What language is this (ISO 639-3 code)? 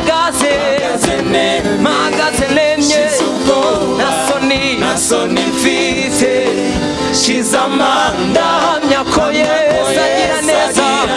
kin